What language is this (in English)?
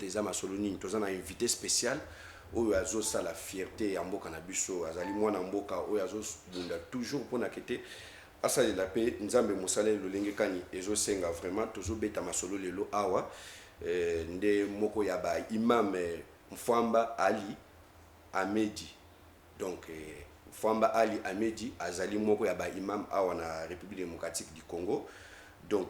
Lingala